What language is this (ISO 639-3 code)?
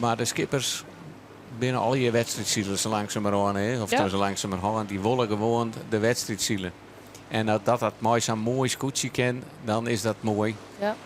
fry